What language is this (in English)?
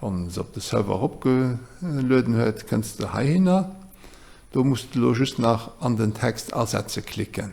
Luxembourgish